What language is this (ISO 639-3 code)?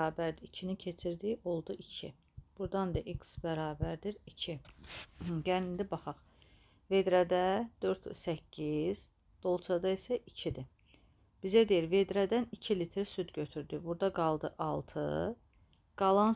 aze